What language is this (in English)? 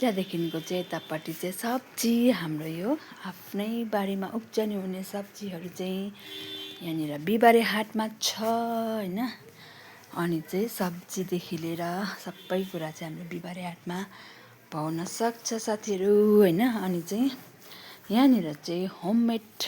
Nepali